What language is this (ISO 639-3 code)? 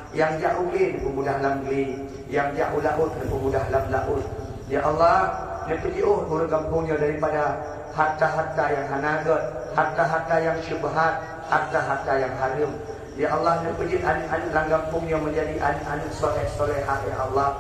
ace